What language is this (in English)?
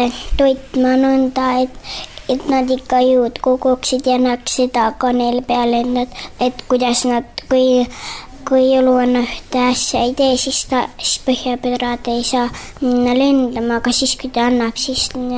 Estonian